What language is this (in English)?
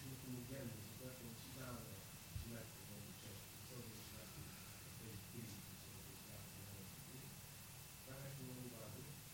Bulgarian